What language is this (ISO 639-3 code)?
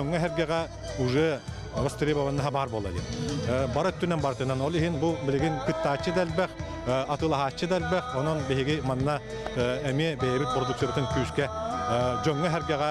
sah